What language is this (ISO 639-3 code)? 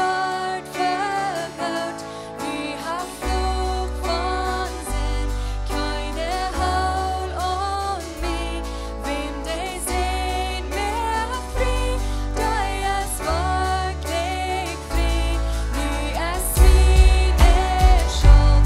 pdt